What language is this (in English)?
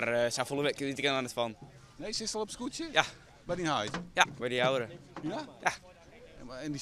Western Frisian